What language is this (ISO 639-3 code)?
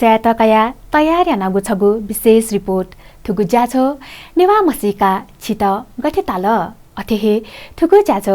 new